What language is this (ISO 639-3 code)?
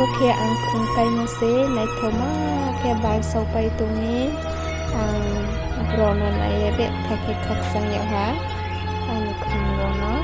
ria